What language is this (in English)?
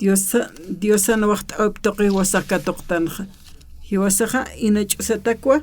Aymara